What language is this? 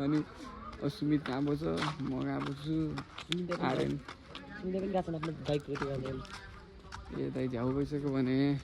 Nepali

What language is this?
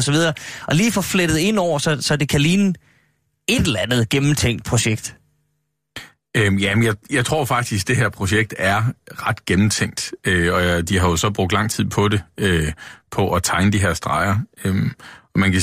Danish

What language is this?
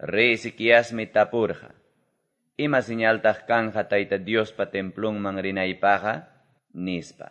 Quechua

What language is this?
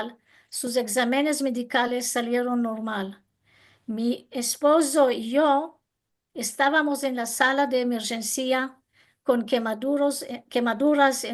Ladino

